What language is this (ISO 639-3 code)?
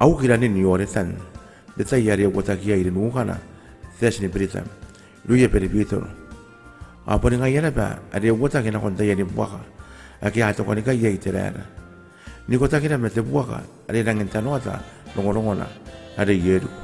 gil